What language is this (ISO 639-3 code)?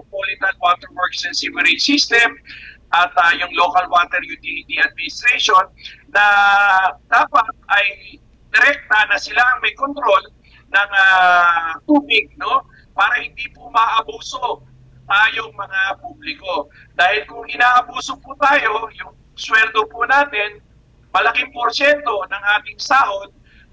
fil